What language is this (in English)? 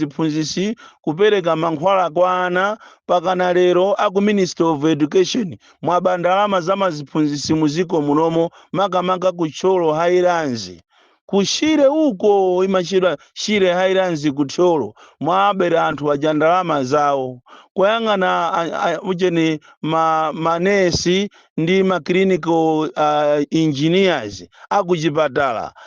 Nyanja